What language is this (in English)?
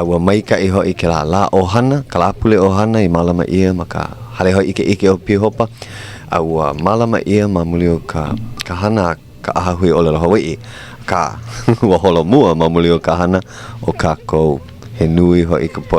Hawaiian